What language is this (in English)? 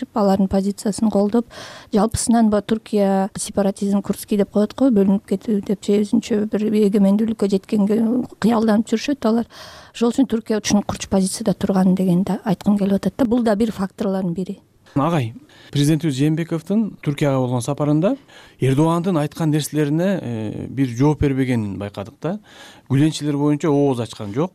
Kyrgyz